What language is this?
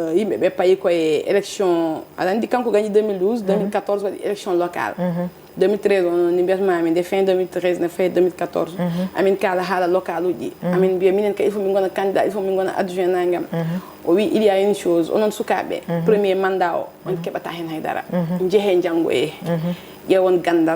Fula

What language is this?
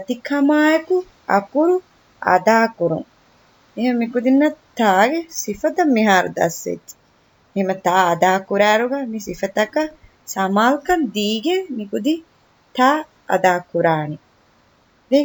Divehi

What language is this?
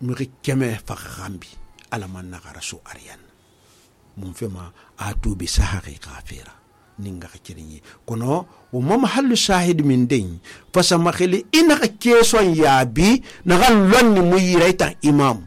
Susu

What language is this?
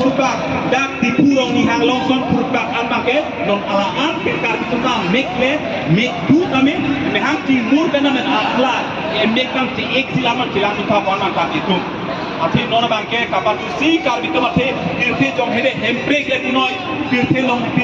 Karbi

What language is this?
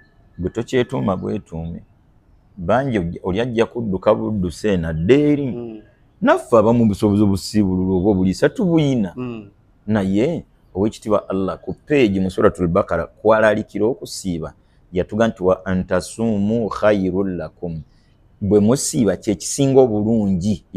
Ganda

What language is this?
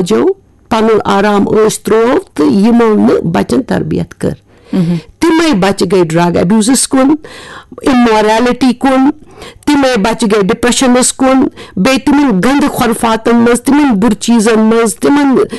Kashmiri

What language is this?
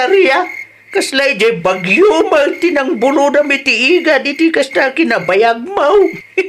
Iloko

